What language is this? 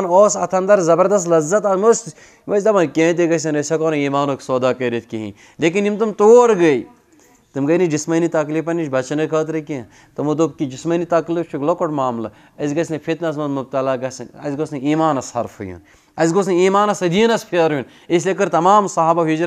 Kashmiri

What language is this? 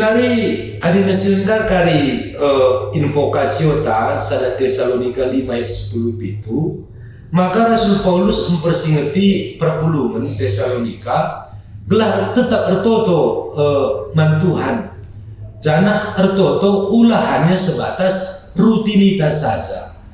Batak Karo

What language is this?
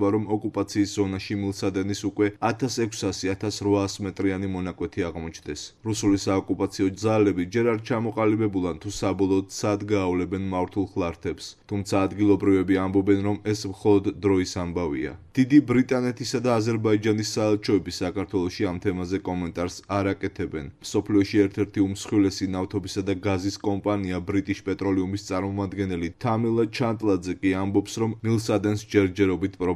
Georgian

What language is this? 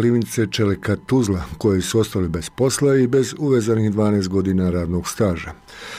Bosnian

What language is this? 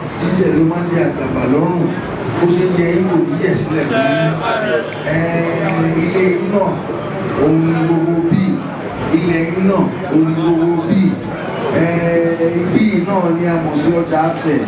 Yoruba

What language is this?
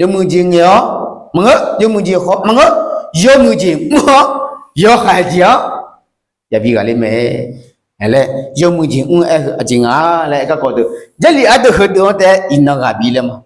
Akha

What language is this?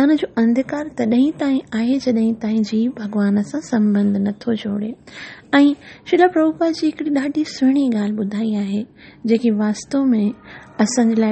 Sindhi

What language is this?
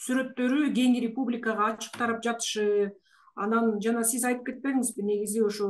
Kyrgyz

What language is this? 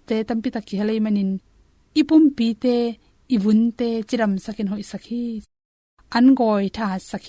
Tedim Chin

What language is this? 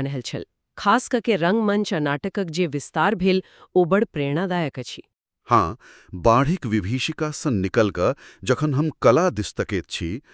Maithili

